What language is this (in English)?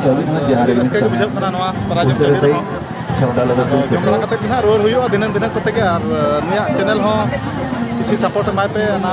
Santali